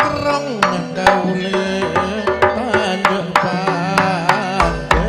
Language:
Madurese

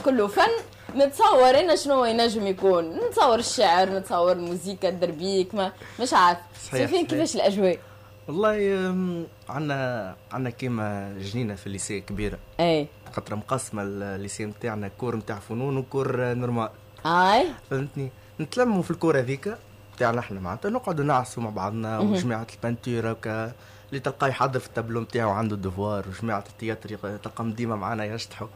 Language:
Tunisian Arabic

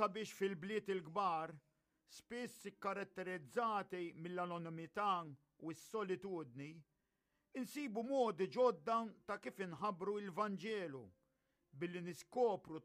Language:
Maltese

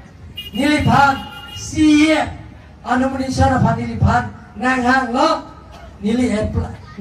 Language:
Karbi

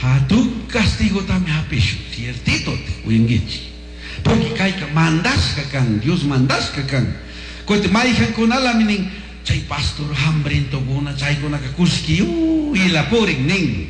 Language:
Chimborazo Highland Quichua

